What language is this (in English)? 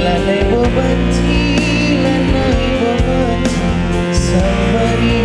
Batak Karo